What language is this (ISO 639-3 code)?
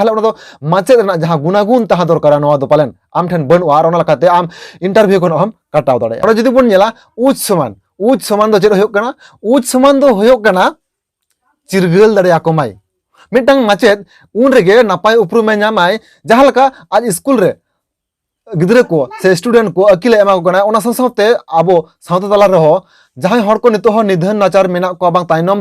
sat